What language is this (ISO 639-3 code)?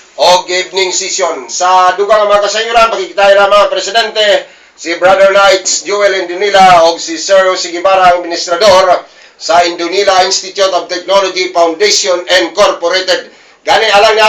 ceb